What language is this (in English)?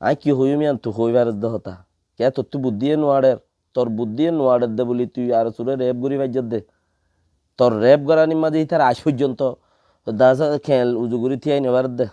Rohingya